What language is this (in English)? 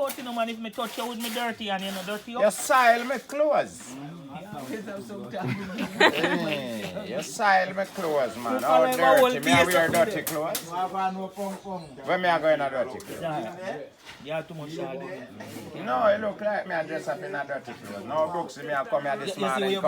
Jamaican Creole English